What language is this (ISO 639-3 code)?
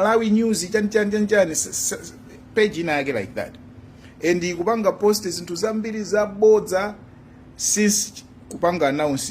nya